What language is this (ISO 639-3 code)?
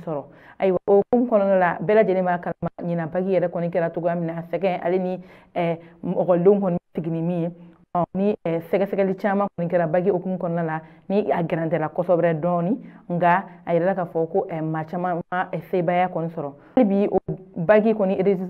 bam